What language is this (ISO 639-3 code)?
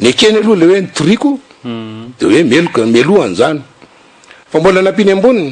mlg